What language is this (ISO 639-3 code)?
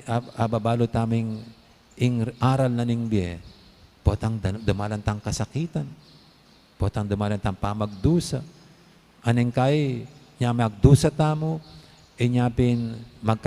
pam